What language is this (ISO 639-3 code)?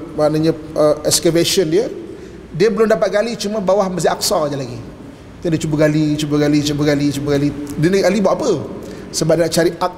msa